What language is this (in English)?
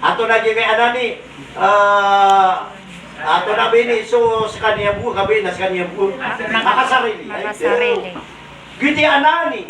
Maranao